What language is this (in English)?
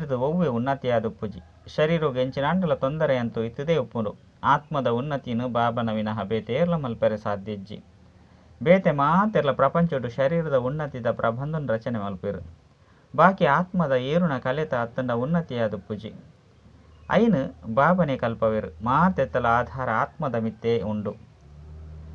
Tulu